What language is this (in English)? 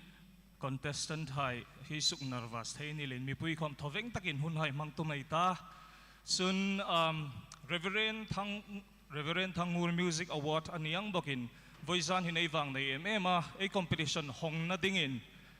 Hmar